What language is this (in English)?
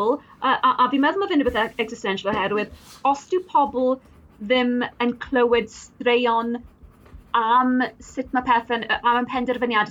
Welsh